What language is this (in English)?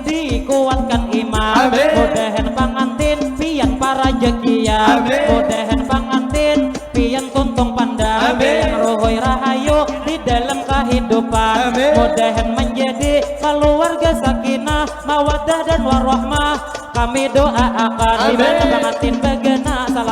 Banjar